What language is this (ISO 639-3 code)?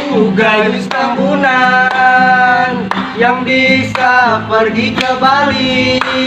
bew